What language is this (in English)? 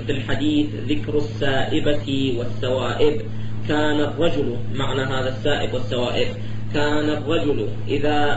Arabic